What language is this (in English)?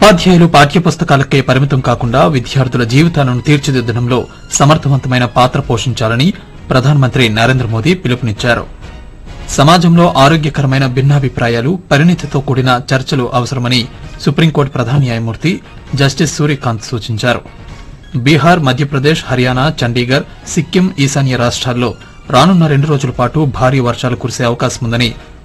Telugu